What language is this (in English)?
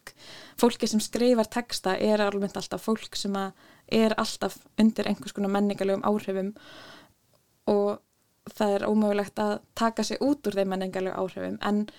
Icelandic